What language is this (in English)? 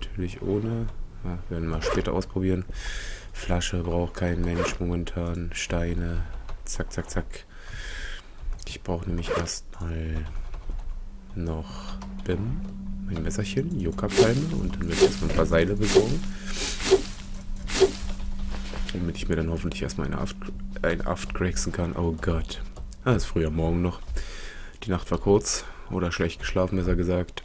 German